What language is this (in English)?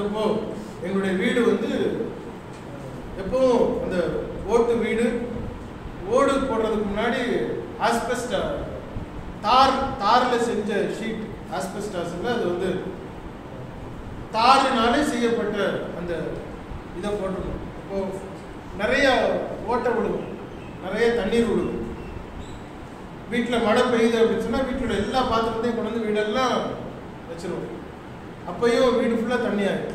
Tamil